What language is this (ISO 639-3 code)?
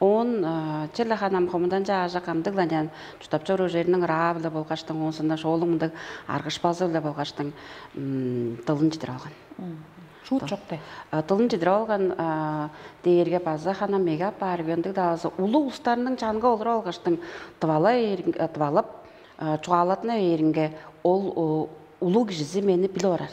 tyv